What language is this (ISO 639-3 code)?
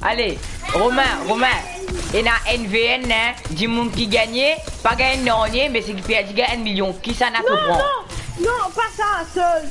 mfe